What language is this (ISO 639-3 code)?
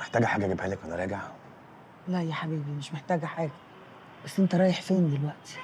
arz